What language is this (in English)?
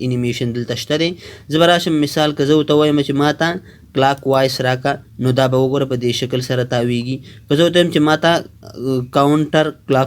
Pashto